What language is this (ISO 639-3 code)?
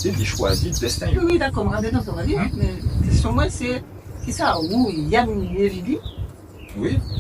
gcf